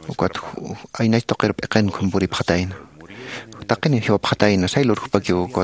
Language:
Aymara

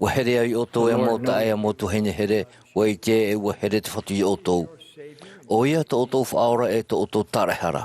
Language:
Tahitian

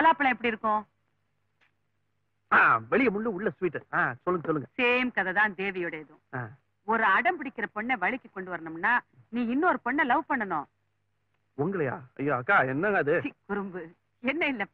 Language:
Tamil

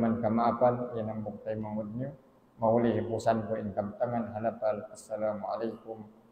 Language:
Tausug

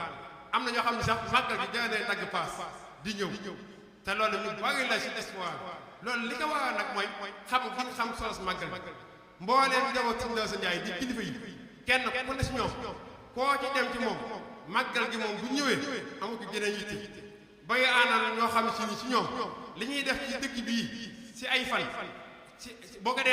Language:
Wolof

